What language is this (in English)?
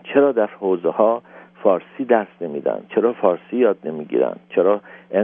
Persian